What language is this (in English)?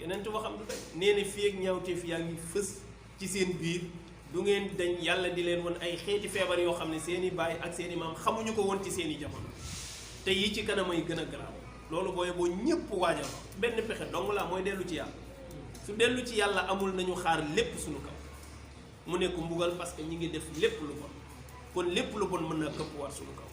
Wolof